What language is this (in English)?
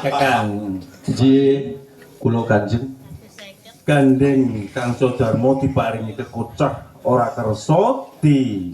Javanese